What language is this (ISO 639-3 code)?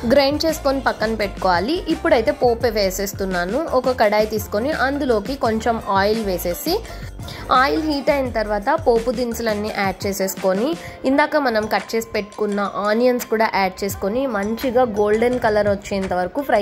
tel